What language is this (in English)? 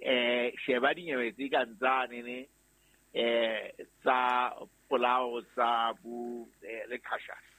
Southern Sotho